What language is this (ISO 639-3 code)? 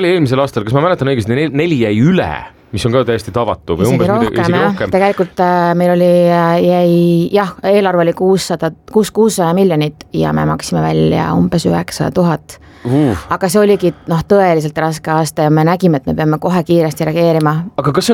est